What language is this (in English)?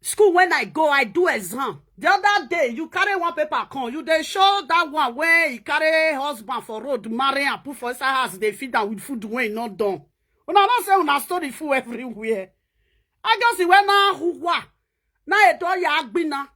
Nigerian Pidgin